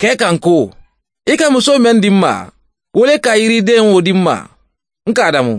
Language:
Mandingo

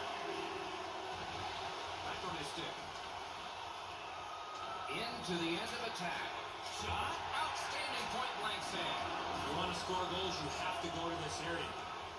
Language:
English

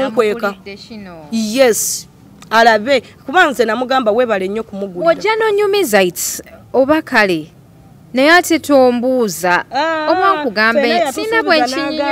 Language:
Ganda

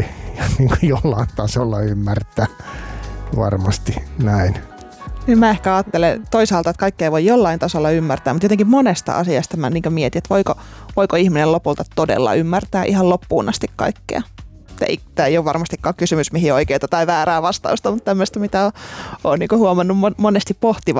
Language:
Finnish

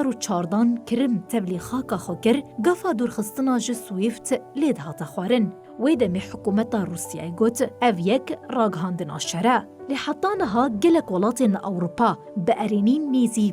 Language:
Kurdish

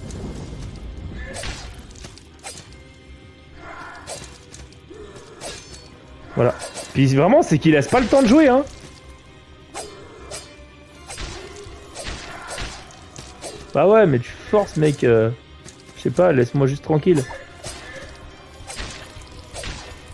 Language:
French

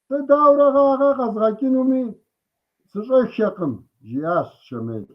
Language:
Kabardian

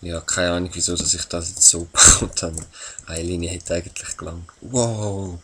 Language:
Swiss German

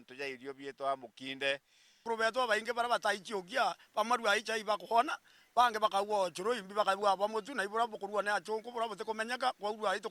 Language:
Meru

